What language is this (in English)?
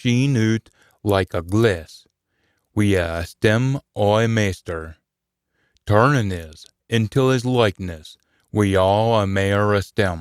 Scots